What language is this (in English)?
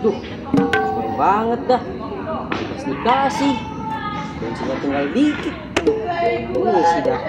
Betawi